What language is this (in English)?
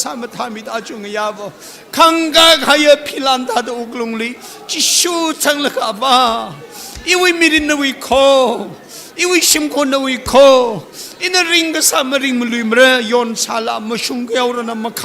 Tangkhul Naga (India)